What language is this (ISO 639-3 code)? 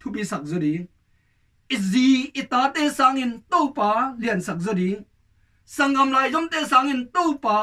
ctd